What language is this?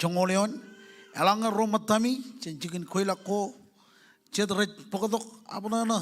Marshallese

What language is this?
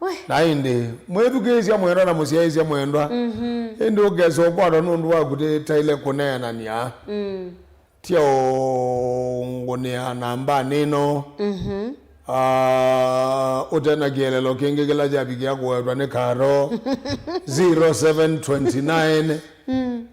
Kamba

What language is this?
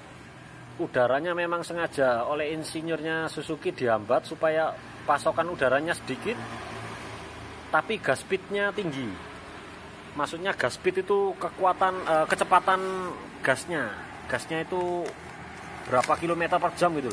Indonesian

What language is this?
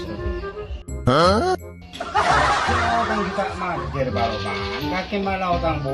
Madurese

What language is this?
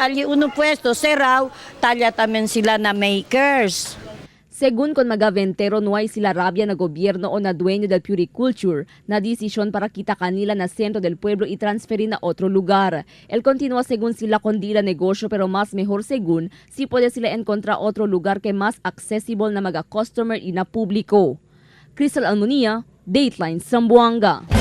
Chavacano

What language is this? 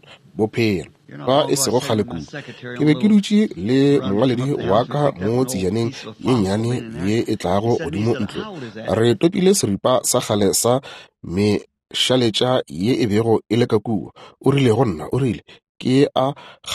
Northern Sotho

